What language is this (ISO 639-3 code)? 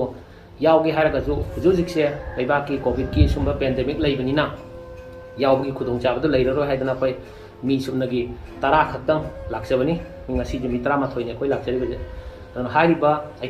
mni